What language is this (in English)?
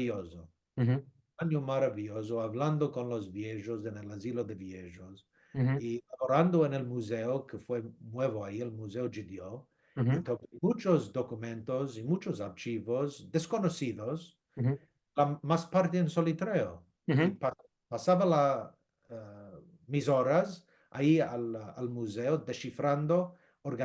Ladino